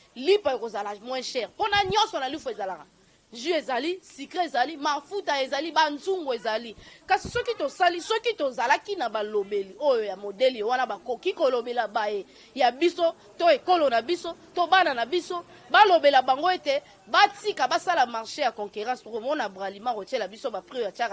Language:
Lingala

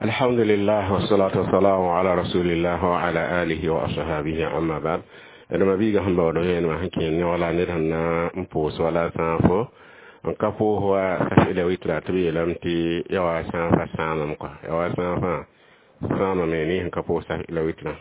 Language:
Mossi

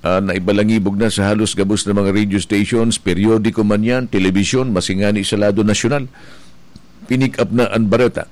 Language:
Bikol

